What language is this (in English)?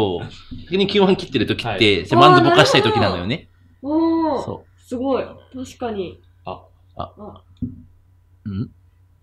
Japanese